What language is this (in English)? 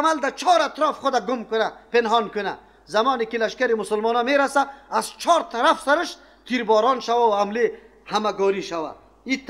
Persian